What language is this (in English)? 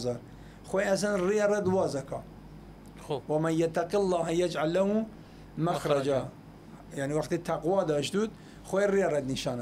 Southern Kurdish